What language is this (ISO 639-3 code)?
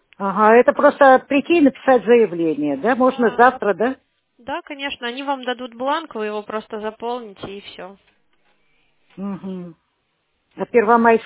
rus